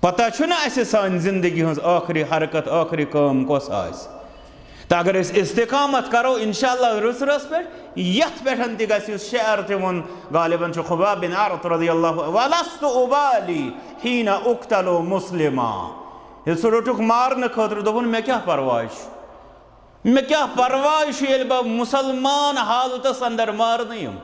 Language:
Kashmiri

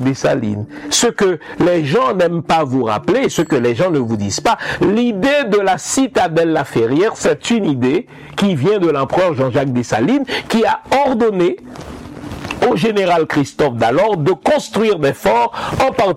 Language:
French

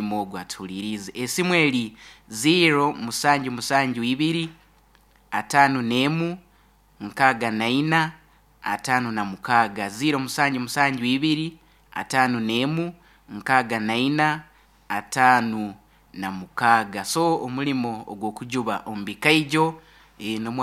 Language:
Nyoro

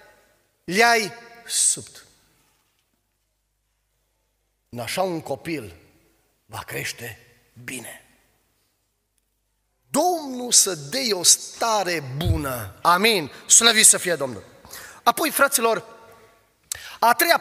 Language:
Romanian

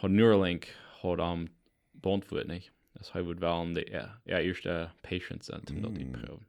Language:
Plautdietsch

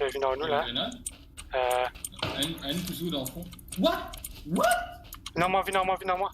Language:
Morisyen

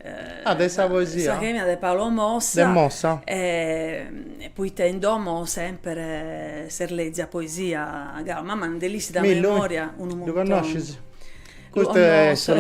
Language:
Sardinian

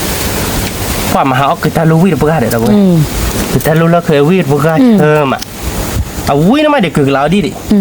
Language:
S'gaw Karen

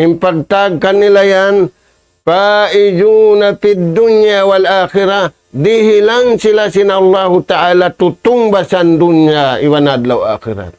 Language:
Tausug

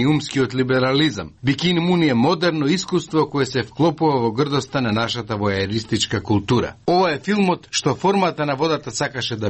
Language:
Macedonian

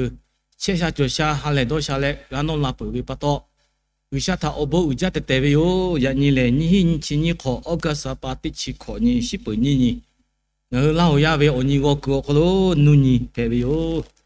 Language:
Lahu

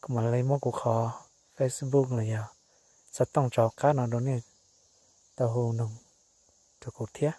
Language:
Hmong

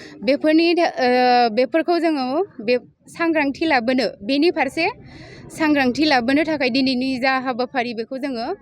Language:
Bodo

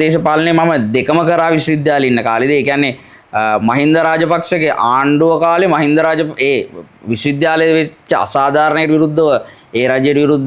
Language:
Sinhala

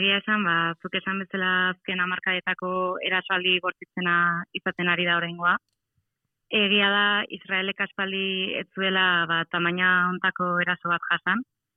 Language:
Basque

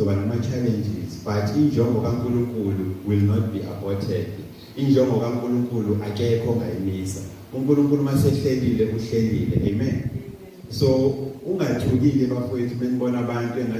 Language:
Zulu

